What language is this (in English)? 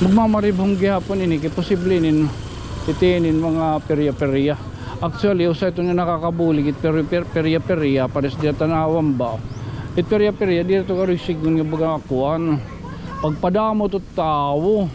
Waray